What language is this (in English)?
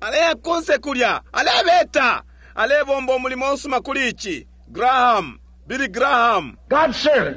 Bemba